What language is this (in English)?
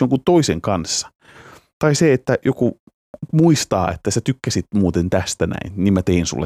Finnish